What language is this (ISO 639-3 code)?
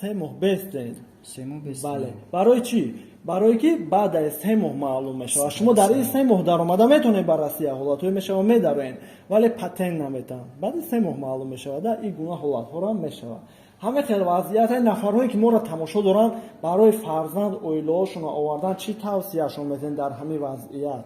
tgk